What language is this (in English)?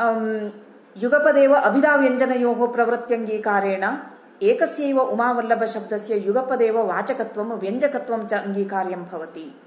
Sanskrit